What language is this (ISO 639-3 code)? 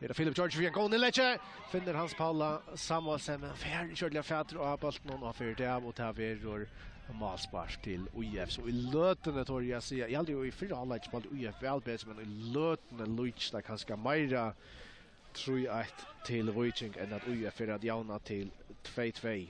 fao